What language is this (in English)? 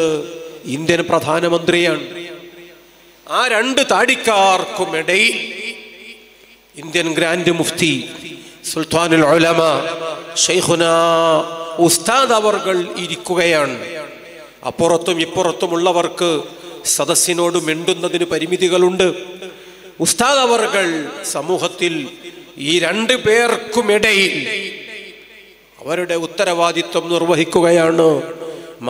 Malayalam